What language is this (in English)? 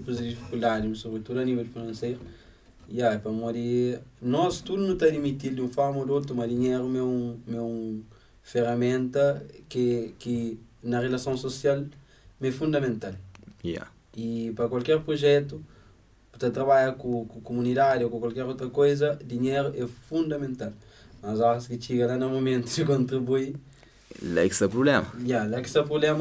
Kabuverdianu